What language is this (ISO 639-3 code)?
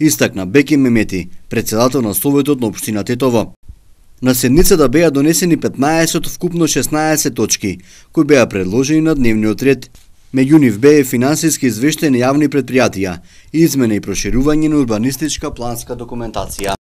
mkd